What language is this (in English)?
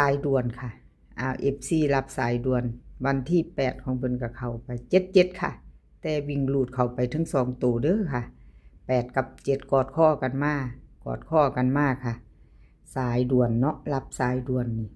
Northeastern Thai